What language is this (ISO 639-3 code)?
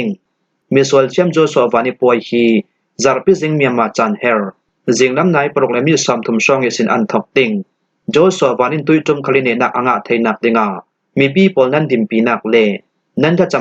cfm